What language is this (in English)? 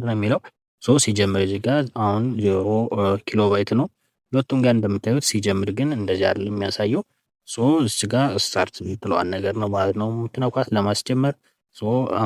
Amharic